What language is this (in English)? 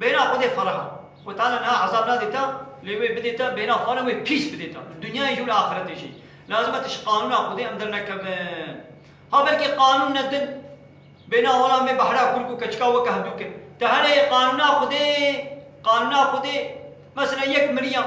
Kurdish